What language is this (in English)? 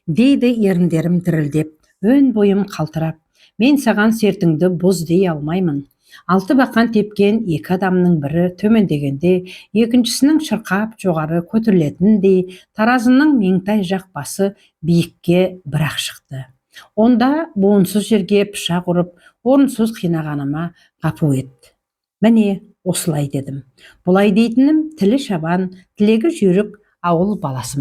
Kazakh